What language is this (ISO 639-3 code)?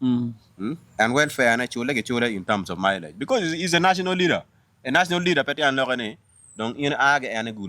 ach